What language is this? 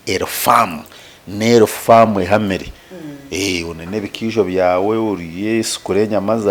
Nyankole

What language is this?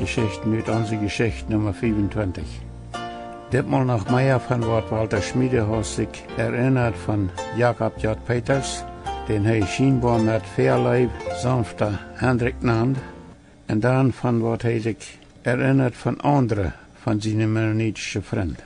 Plautdietsch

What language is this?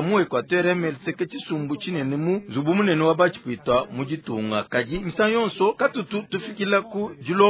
Luba-Lulua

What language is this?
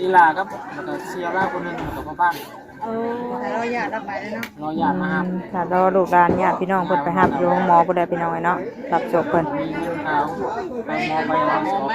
Northeastern Thai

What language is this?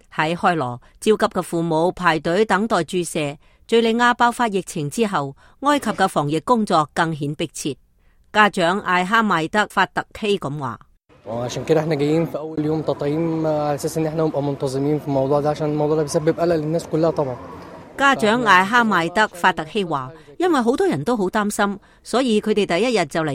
Cantonese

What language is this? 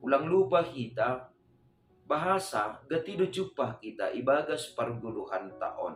Batak Simalungun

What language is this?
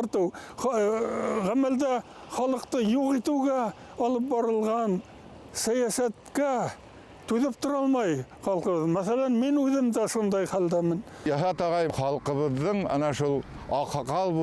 Bashkir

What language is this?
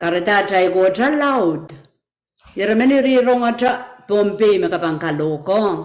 Pohnpeian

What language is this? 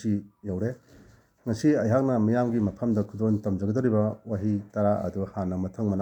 Manipuri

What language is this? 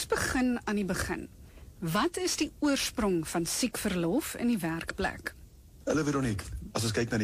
Afrikaans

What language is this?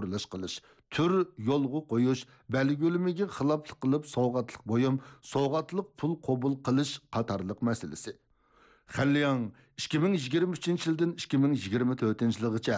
Uyghur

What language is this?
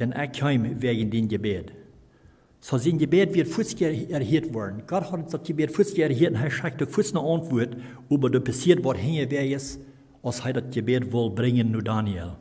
Plautdietsch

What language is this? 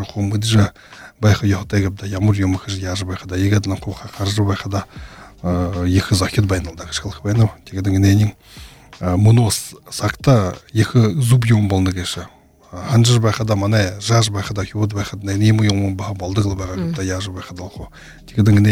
Buriat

